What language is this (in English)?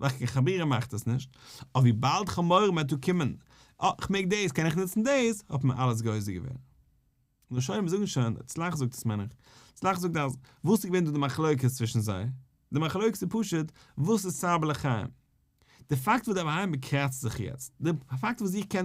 Yiddish